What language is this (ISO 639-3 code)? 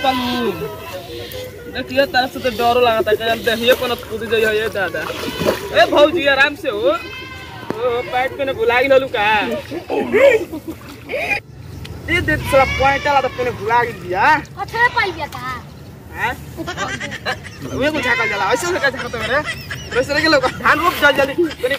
bho